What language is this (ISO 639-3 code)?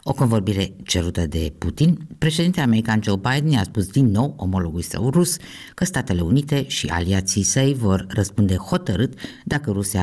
ron